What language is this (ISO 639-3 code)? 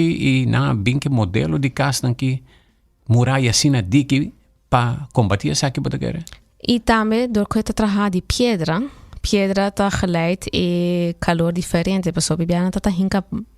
pap